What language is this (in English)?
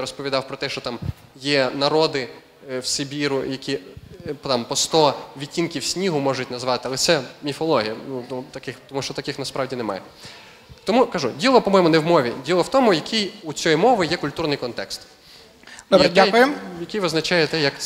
Ukrainian